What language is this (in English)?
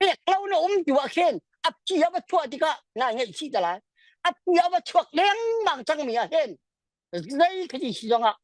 Hakha Chin